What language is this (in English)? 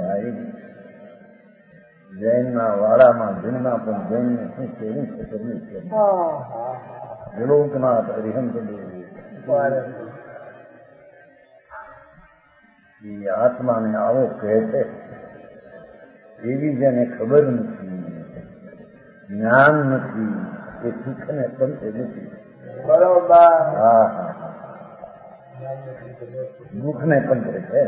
Gujarati